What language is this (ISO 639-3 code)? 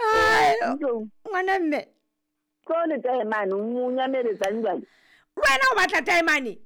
sot